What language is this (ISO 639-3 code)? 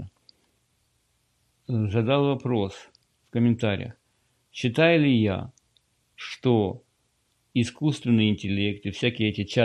rus